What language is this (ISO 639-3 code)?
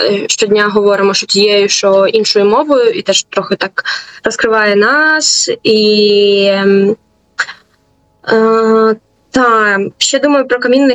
ukr